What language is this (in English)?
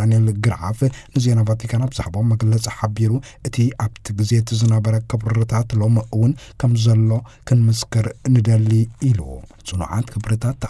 Tigrinya